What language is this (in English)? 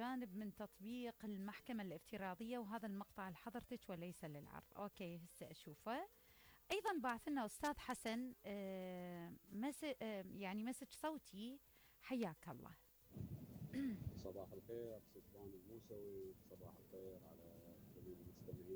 Mesopotamian Arabic